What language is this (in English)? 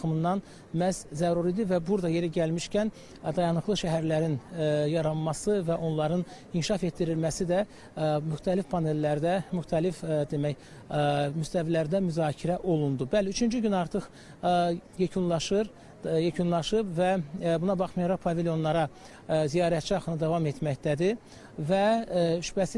Azerbaijani